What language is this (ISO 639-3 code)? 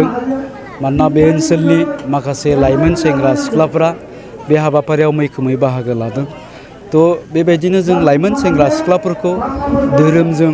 brx